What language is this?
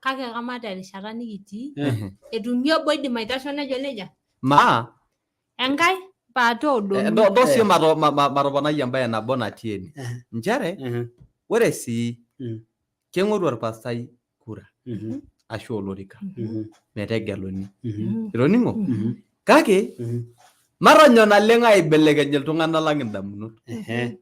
Masai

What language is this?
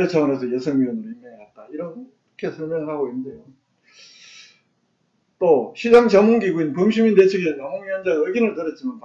Korean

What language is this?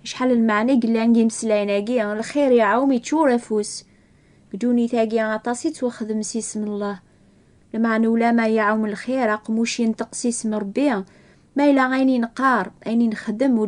Kabyle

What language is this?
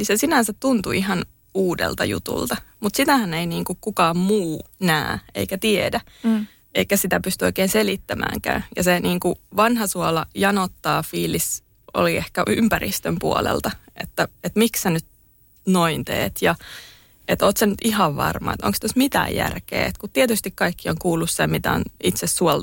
Finnish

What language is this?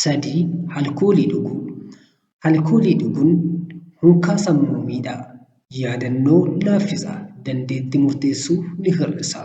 Oromo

